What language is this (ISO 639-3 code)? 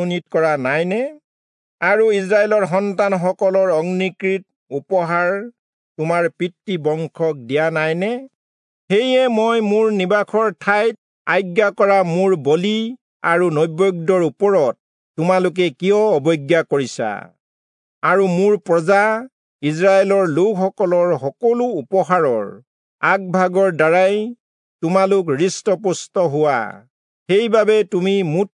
asm